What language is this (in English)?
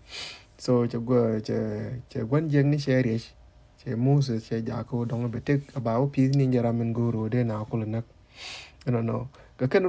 Nuer